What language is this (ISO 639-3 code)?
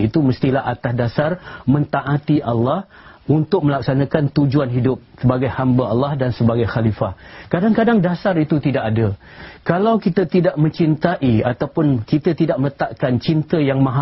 msa